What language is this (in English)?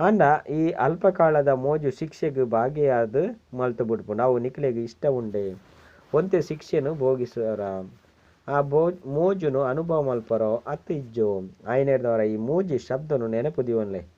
Tulu